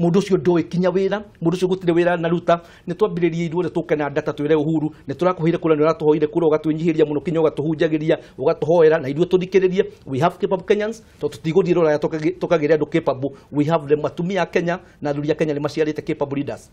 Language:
Kikuyu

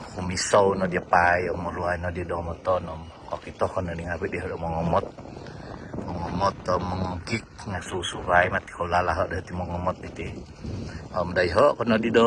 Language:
Central Dusun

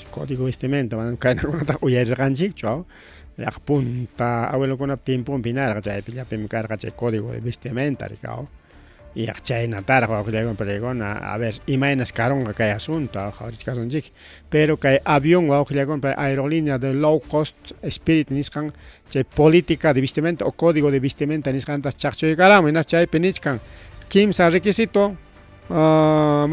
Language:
Ayacucho Quechua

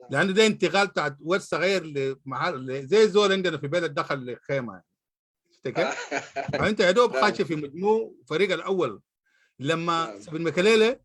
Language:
Sudanese Arabic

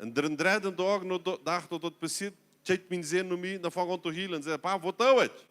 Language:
Plautdietsch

